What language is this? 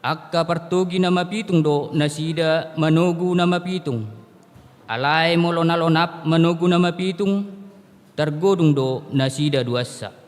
Batak Toba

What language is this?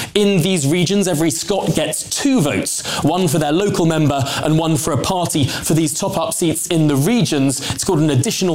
English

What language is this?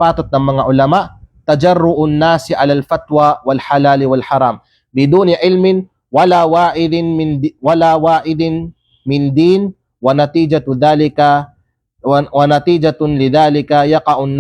Kalagan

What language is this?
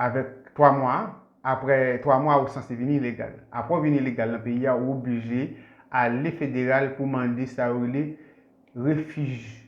Haitian Creole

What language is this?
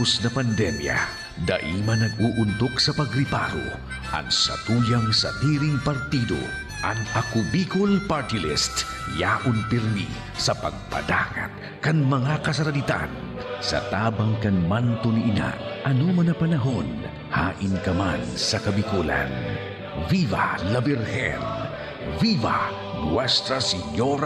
Bikol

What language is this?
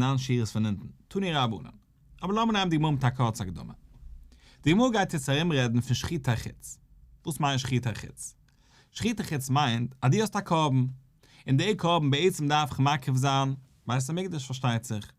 Yiddish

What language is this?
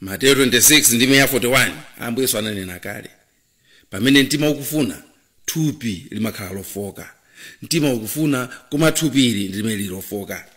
Nyanja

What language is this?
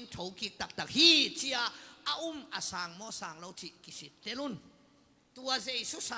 Tedim Chin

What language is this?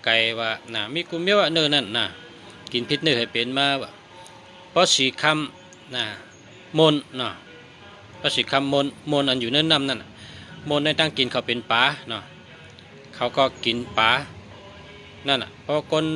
Shan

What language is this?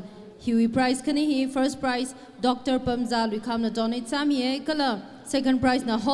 Tangkhul Naga (India)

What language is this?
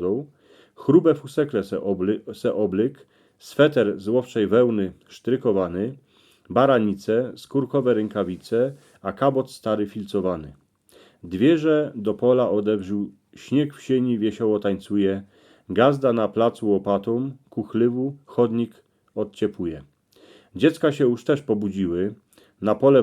Silesian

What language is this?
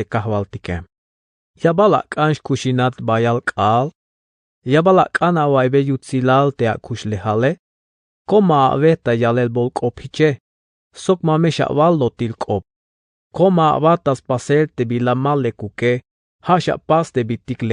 Tzeltal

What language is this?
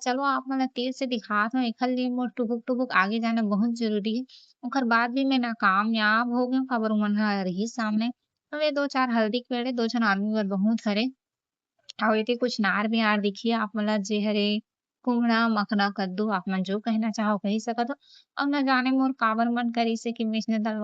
Chhattisgarhi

